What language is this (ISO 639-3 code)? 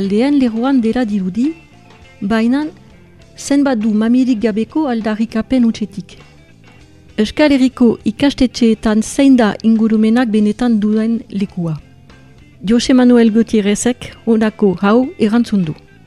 eus